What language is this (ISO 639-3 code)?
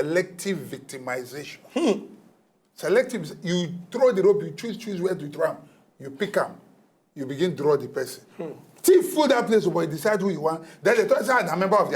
pcm